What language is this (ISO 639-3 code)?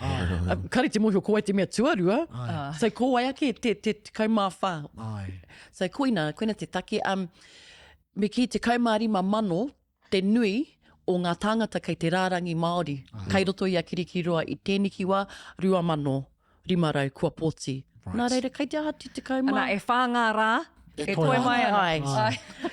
mri